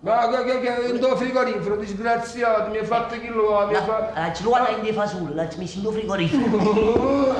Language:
Neapolitan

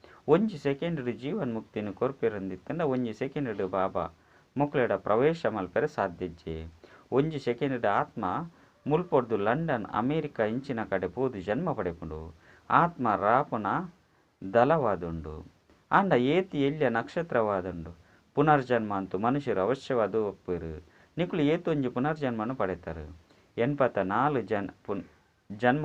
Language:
Tulu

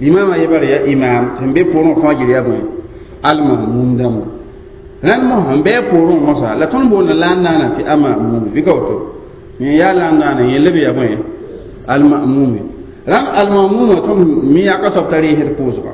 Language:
Mossi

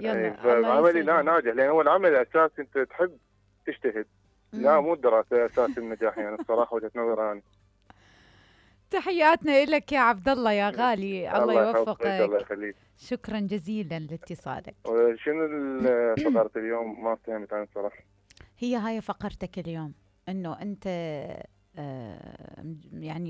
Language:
Mesopotamian Arabic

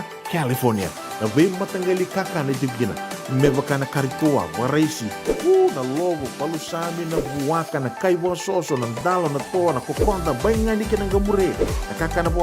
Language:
Fijian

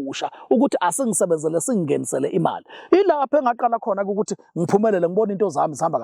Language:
Zulu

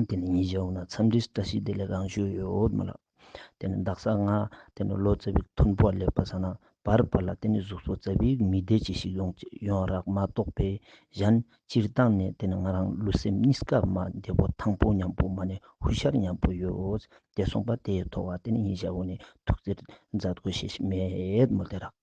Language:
Ladakhi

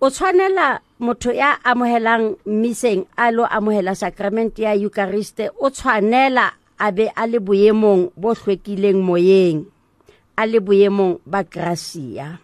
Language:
Southern Sotho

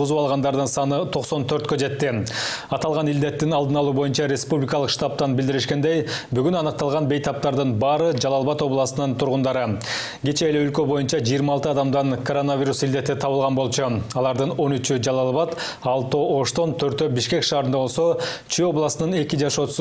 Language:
Kyrgyz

